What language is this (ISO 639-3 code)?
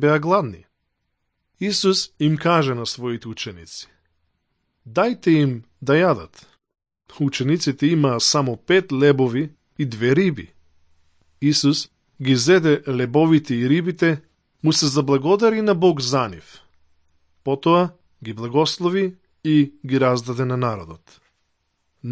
mkd